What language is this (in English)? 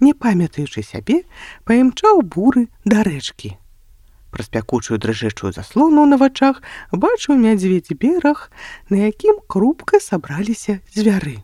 Belarusian